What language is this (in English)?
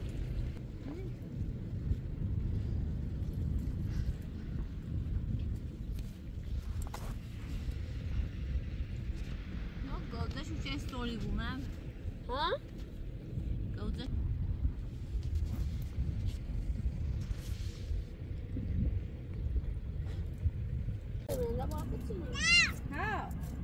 Persian